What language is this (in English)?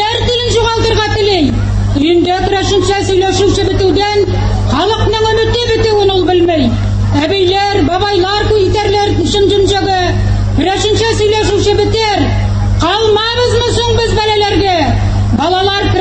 Tatar